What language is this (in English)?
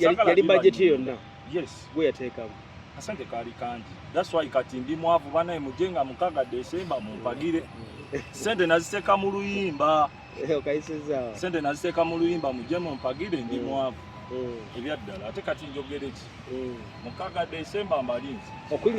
Ganda